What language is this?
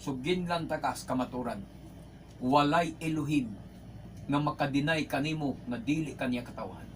Cebuano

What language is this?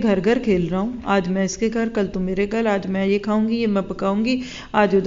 Urdu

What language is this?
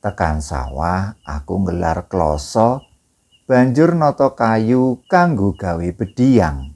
Javanese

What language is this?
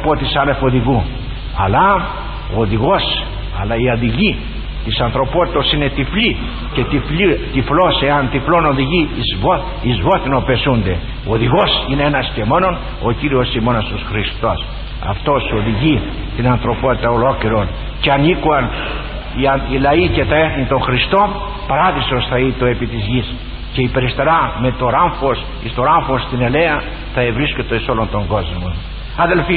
Greek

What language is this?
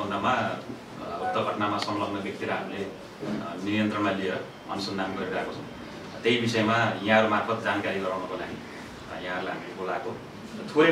Nepali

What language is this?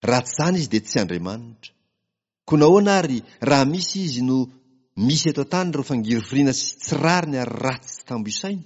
Malagasy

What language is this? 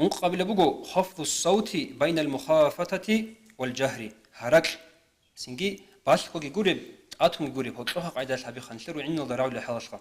Avaric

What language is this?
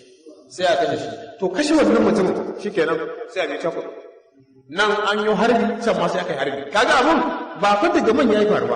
Hausa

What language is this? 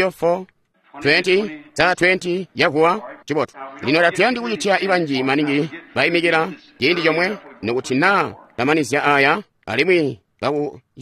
Tonga (Zambia)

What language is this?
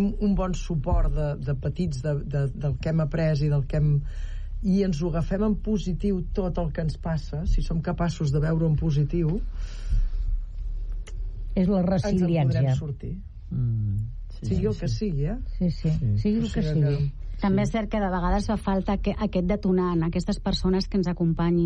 Catalan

